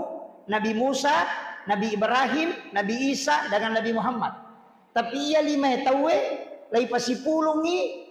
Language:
Buginese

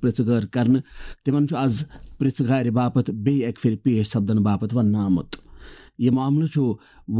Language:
Kashmiri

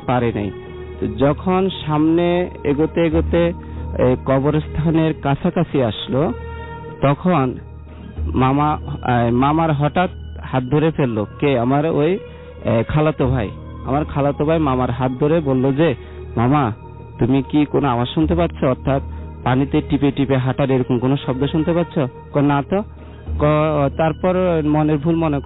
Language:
Bangla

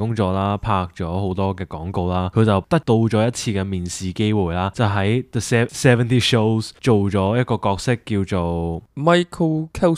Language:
Cantonese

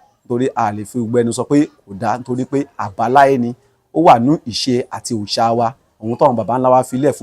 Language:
Yoruba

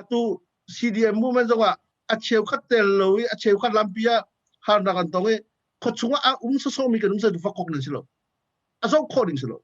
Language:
Hakha Chin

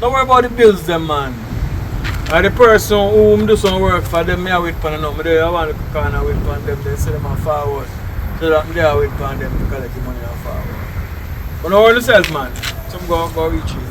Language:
Jamaican Creole English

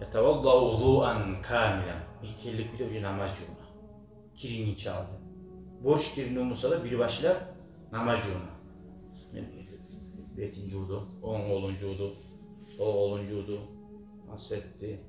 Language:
Kumyk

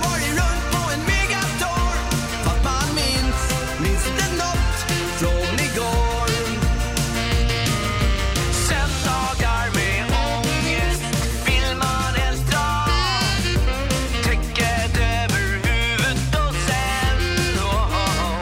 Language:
Swedish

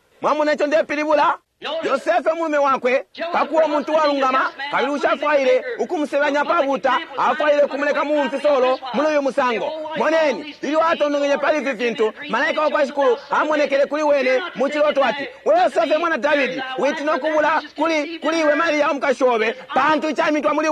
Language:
Bemba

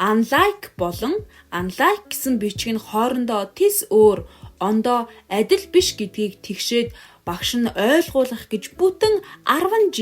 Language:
Mongolian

